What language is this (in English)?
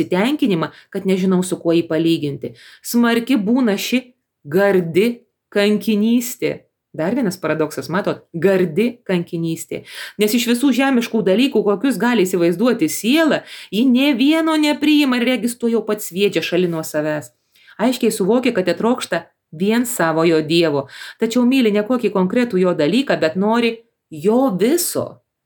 Lithuanian